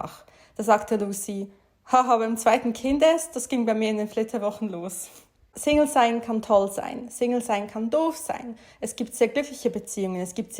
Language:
Swiss German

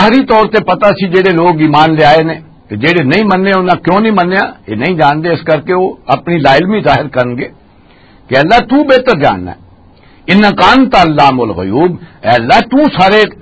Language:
Western Panjabi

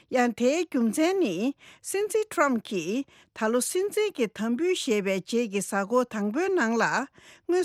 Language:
Tibetan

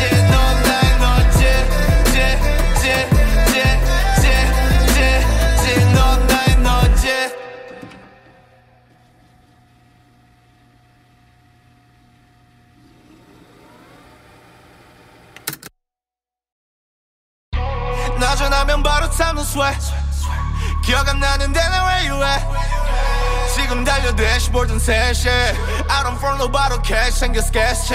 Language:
Korean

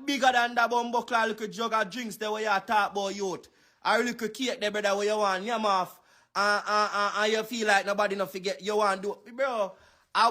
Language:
Jamaican Creole English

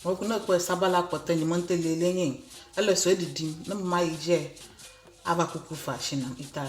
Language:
Ewe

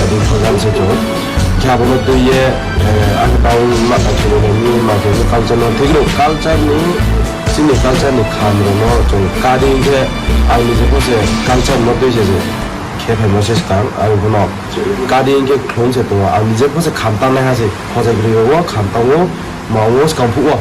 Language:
Riang (India)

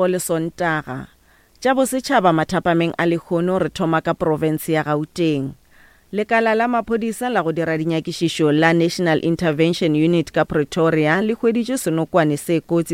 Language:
Northern Sotho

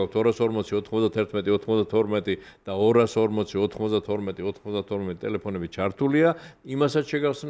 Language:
Georgian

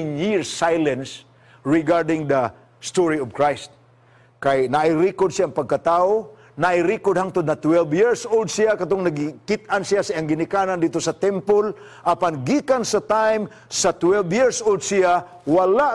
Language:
Cebuano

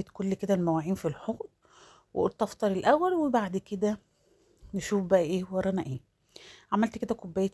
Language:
Egyptian Arabic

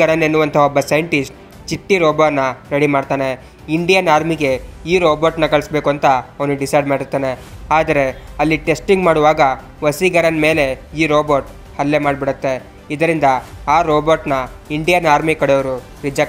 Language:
Kannada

